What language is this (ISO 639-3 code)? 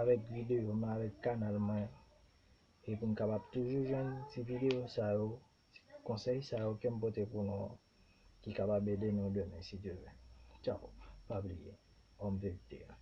hat